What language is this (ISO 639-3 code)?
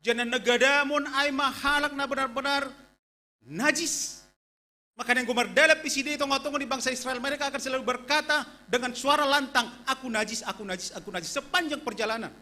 bts